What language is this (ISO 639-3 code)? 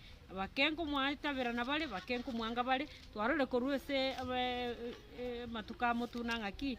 guz